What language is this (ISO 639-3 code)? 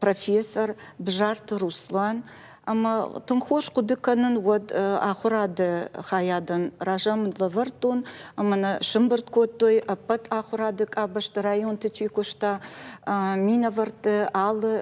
oss